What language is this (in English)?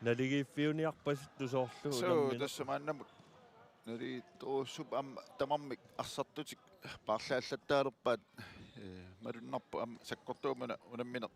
Kalaallisut